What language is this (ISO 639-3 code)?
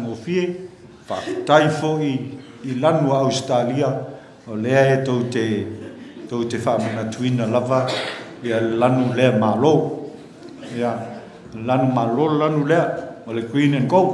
smo